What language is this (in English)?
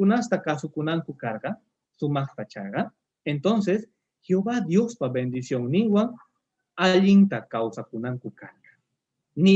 Quechua